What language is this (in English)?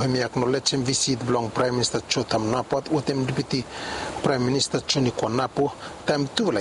Bislama